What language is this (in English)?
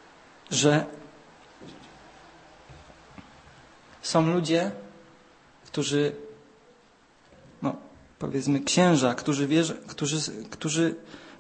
Polish